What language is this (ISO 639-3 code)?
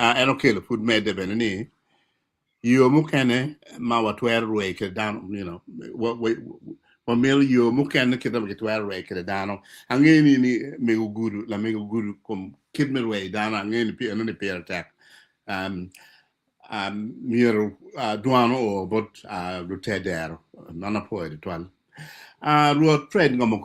ach